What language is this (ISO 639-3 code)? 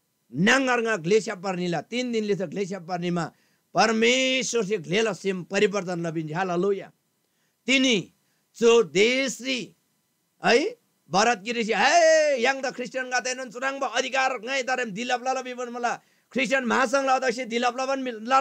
taj